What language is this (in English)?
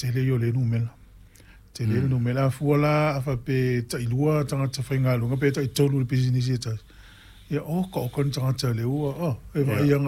Samoan